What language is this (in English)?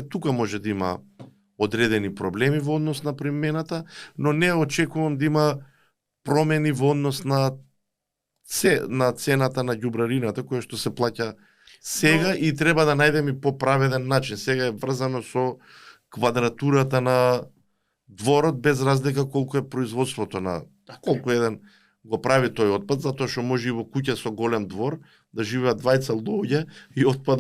Macedonian